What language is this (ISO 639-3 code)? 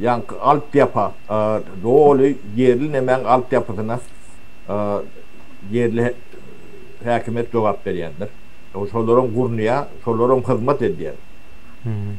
tuk